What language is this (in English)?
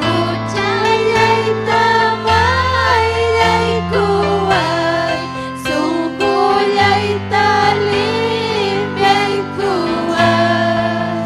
Ayacucho Quechua